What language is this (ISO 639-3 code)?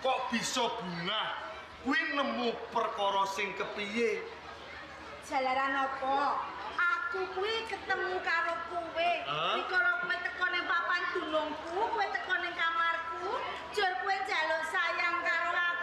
jav